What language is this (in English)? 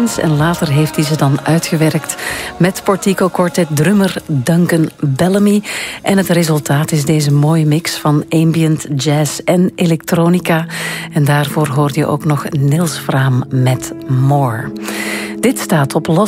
Dutch